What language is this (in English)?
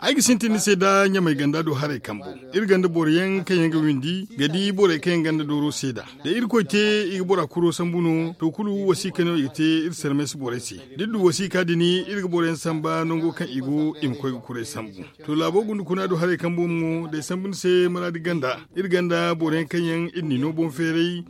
Zarma